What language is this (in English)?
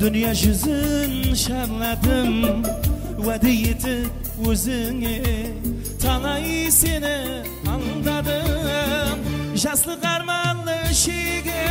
Kara-Kalpak